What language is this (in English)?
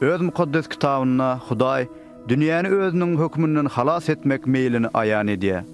Turkmen